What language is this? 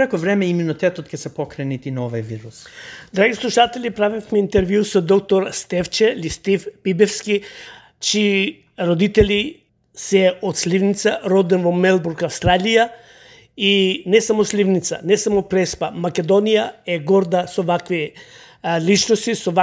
Macedonian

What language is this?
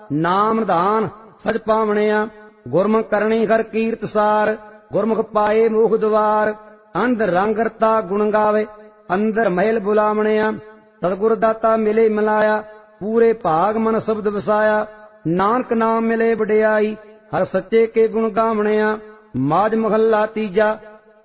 Punjabi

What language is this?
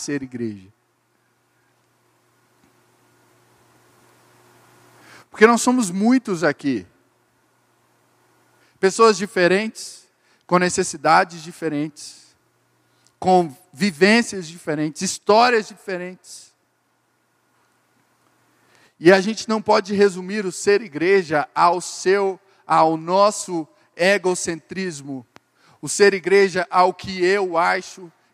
Portuguese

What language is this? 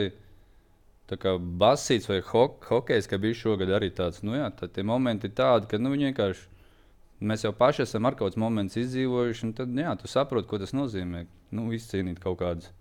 Latvian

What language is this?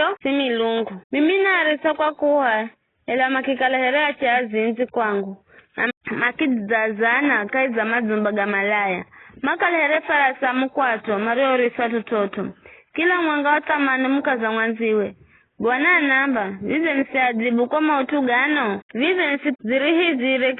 Giryama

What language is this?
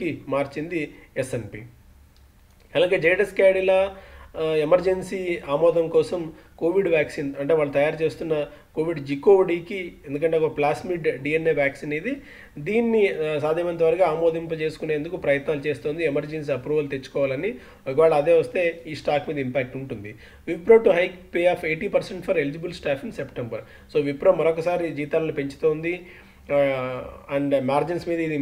Telugu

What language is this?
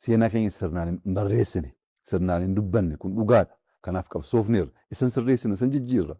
Oromo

